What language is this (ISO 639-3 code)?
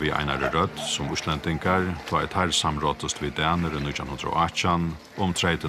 fao